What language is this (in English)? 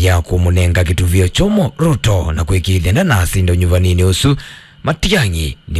Kamba